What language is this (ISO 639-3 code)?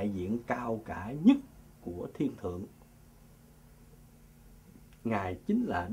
vie